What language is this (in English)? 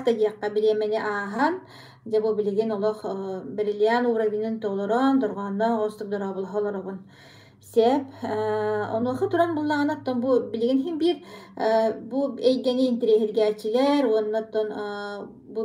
Yakut